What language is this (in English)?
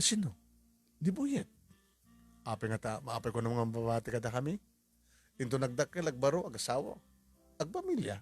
Iloko